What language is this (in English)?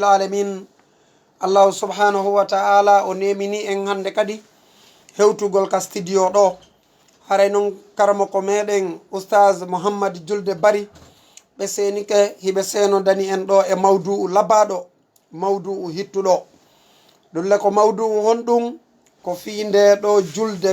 Fula